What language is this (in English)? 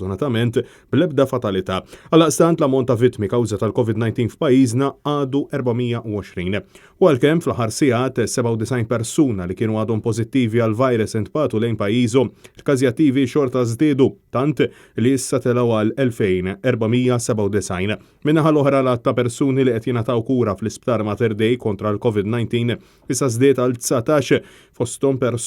Maltese